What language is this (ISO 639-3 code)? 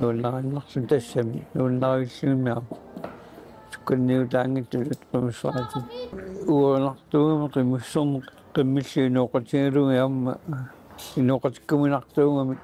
kal